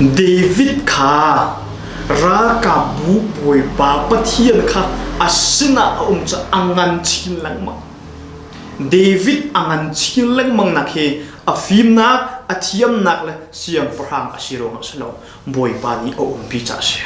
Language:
Hakha Chin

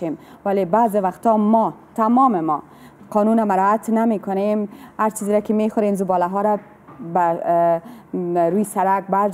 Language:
Persian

